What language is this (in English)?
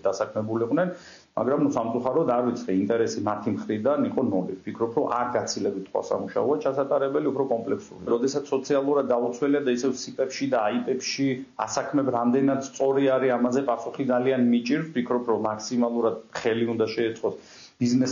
Georgian